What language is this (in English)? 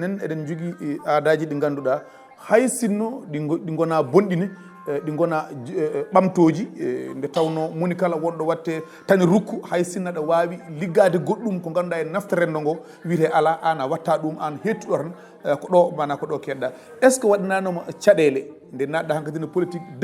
Fula